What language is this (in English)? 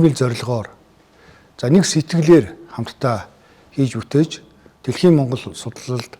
Mongolian